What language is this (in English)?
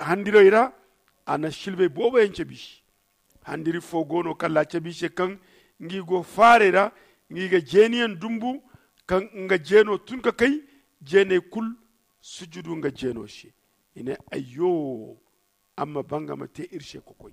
Zarma